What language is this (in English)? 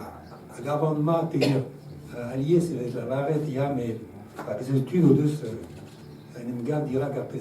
Breton